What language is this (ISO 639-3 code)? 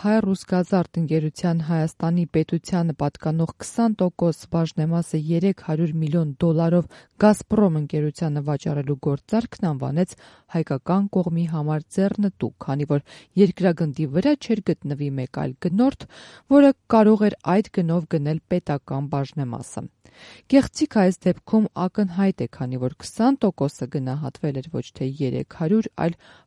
hye